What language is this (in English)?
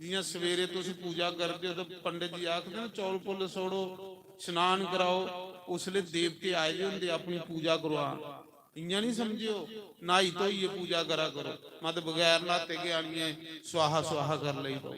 Dogri